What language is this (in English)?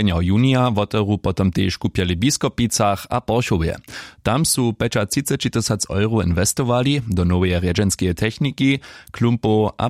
Upper Sorbian